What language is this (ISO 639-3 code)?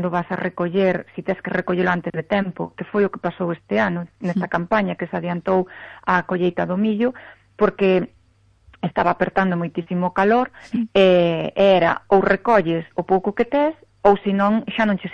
glg